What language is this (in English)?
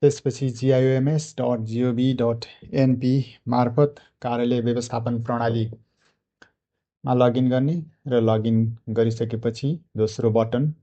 Nepali